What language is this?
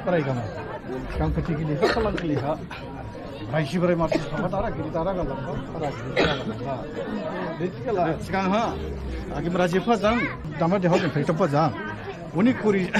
Dimasa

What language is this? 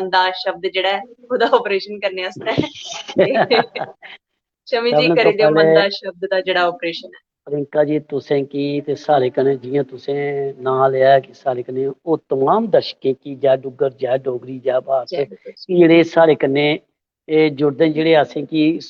Dogri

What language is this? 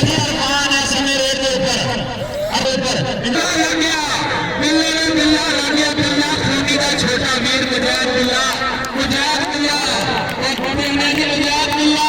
Saraiki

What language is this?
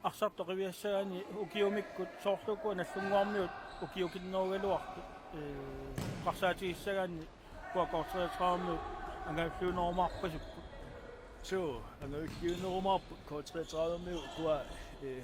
Kalaallisut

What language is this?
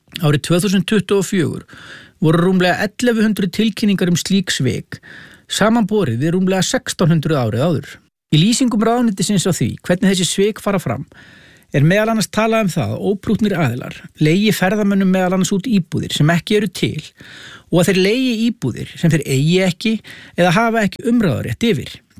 Icelandic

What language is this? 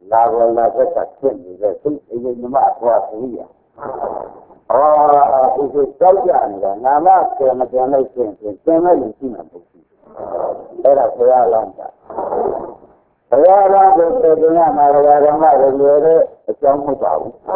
Burmese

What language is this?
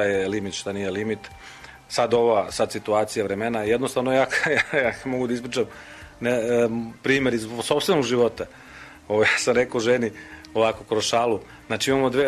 Serbian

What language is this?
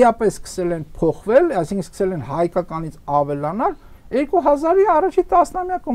Armenian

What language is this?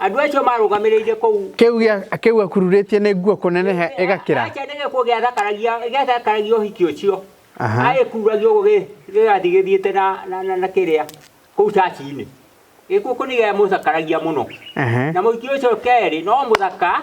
Kikuyu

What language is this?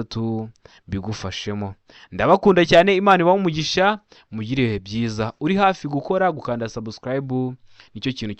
Kinyarwanda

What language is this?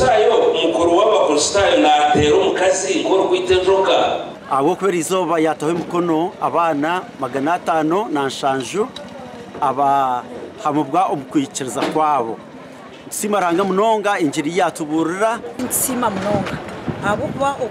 Nyankole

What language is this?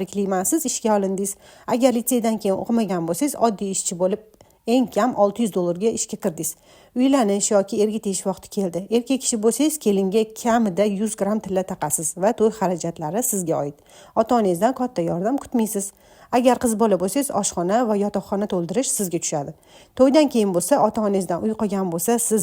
Uzbek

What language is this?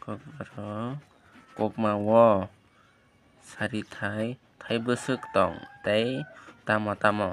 Kok Borok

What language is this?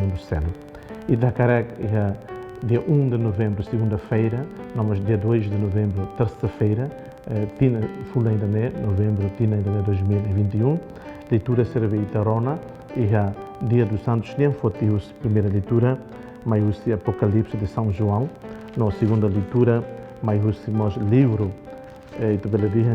Tetum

